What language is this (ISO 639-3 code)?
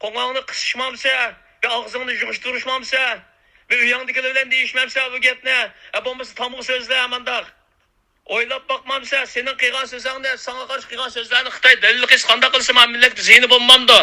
uig